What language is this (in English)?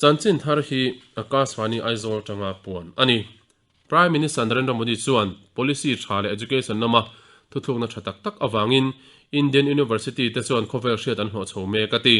Mizo